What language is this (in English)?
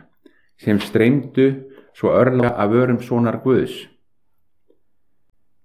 Icelandic